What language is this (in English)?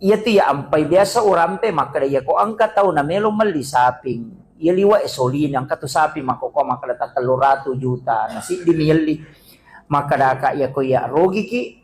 Buginese